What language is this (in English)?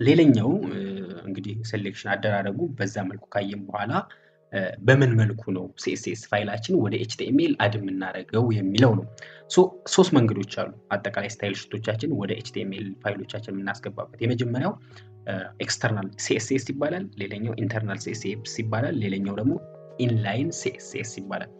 Amharic